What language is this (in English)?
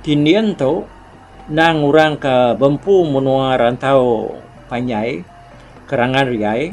Iban